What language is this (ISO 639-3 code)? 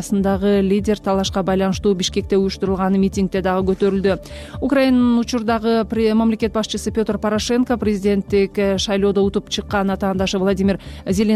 kir